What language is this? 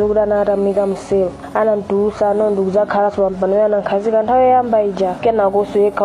Nyanja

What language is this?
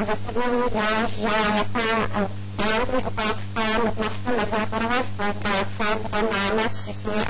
Czech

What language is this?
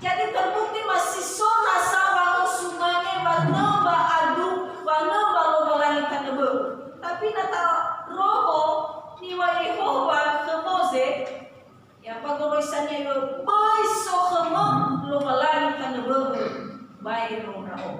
Nias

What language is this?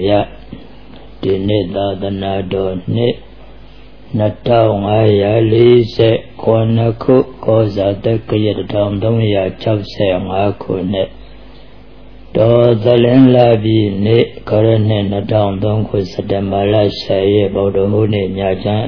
Burmese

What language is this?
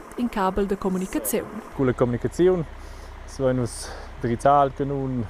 Romansh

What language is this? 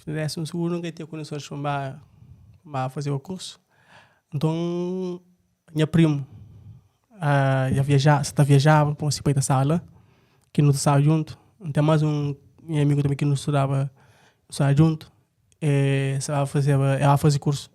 Kabuverdianu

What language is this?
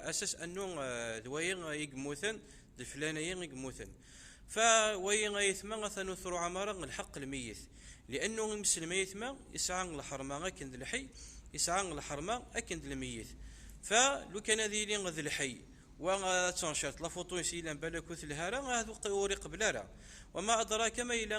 Kabyle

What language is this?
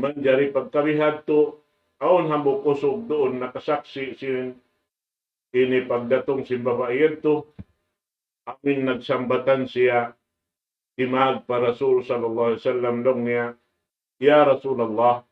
Tausug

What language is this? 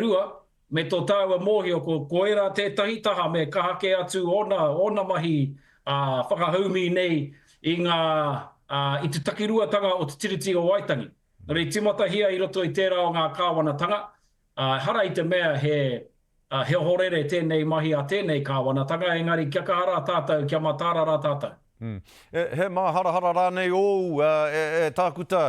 Māori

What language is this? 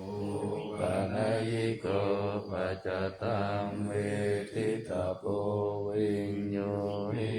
Pali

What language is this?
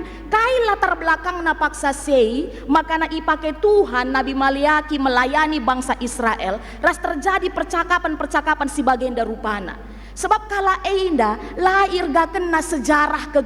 Batak Karo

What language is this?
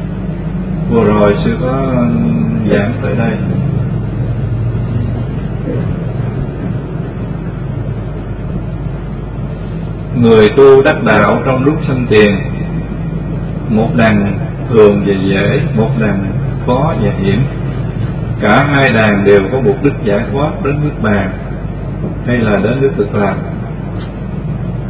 Vietnamese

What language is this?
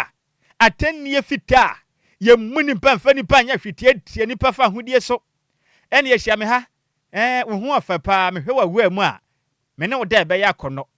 Akan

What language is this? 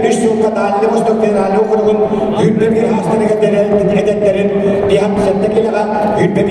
Yakut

